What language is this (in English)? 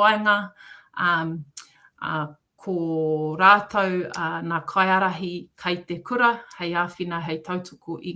Māori